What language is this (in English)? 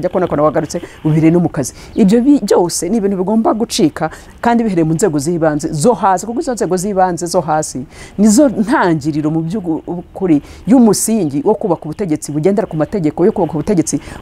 Kinyarwanda